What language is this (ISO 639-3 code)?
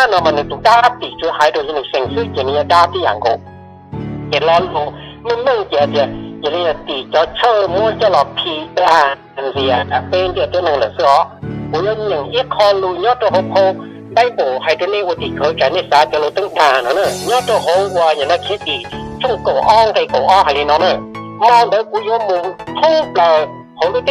hmn